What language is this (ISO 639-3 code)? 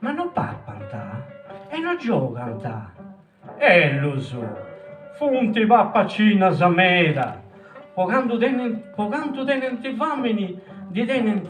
srd